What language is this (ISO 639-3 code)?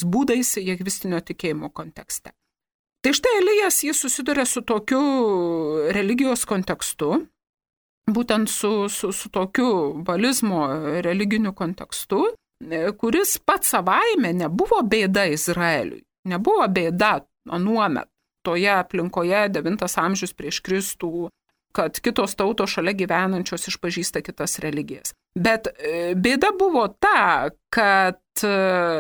lit